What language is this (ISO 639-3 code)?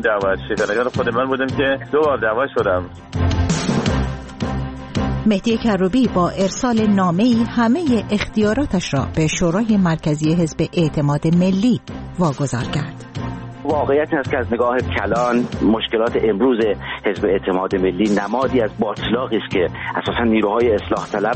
fas